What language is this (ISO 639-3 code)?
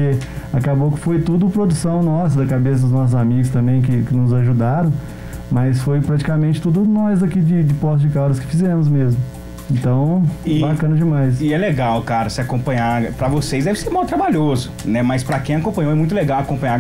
por